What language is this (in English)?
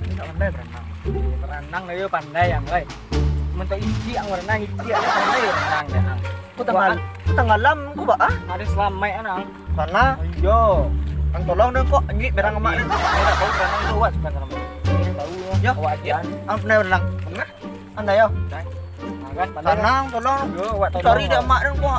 Minangkabau